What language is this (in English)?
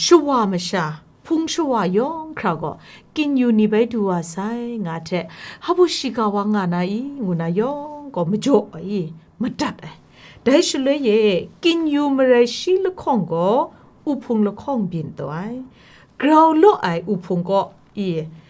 Kachin